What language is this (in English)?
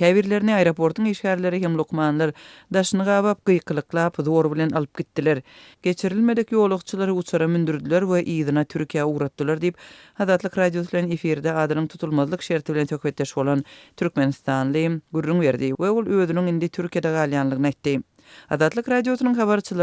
Turkmen